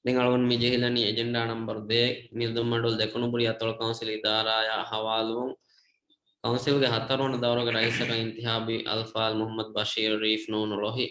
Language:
Divehi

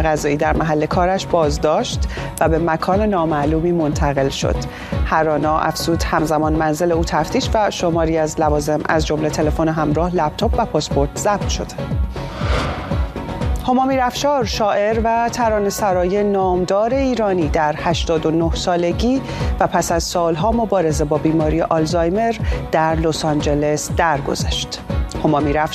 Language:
Persian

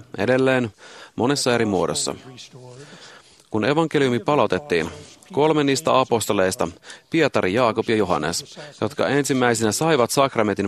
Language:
Finnish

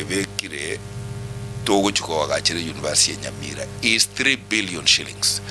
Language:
Gusii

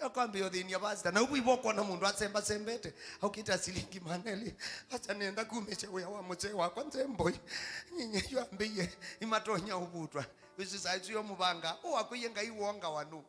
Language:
Kamba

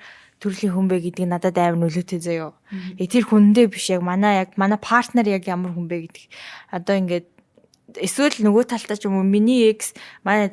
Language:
Mongolian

